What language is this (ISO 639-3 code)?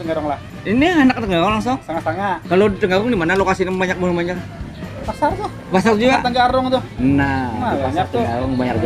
bjn